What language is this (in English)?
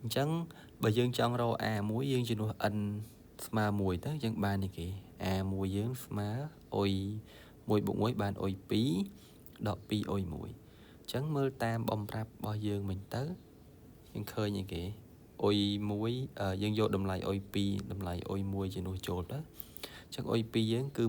Khmer